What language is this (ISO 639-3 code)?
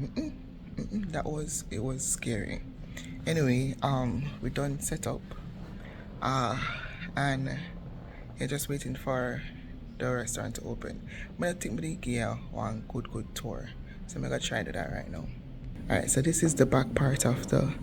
jam